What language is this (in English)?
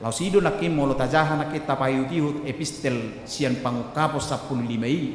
Batak Toba